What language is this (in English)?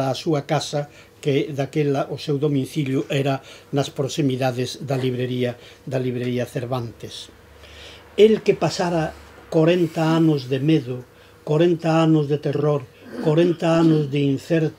Galician